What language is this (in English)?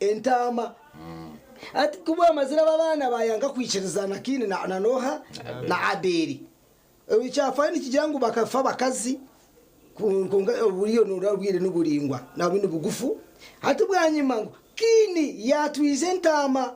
Nyankole